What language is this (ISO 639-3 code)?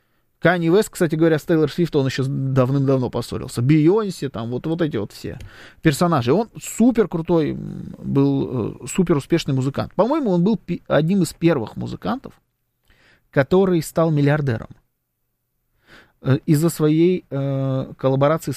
rus